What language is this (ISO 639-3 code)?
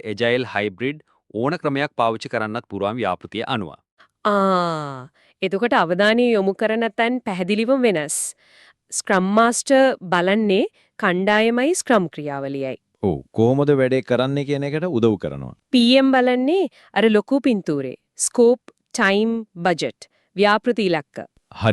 sin